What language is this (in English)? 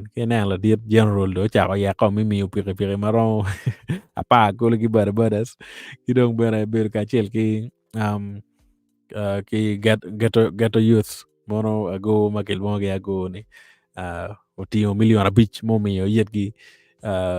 Acoli